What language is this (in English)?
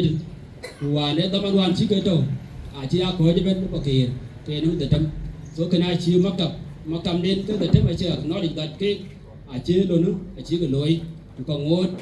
Dinka